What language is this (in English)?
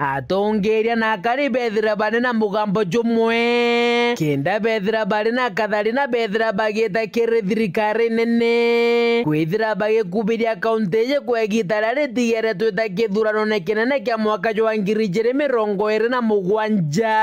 Meru